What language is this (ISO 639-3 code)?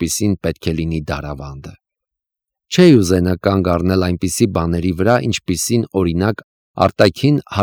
hye